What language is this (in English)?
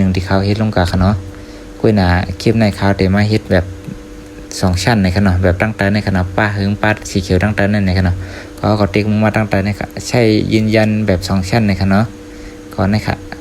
Shan